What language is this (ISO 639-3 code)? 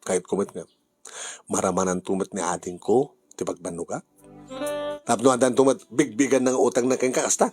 ilo